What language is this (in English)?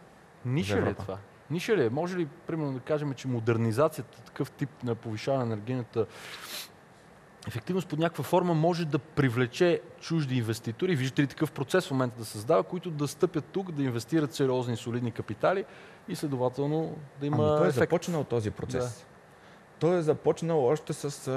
Bulgarian